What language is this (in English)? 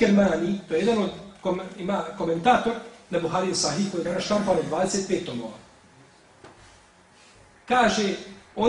Bosnian